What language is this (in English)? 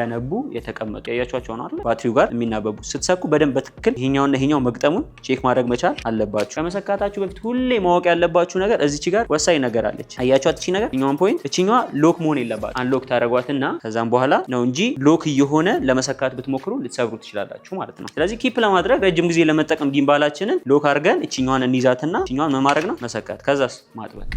Amharic